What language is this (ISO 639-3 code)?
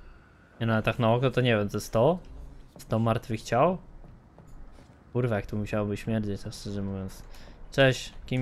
pol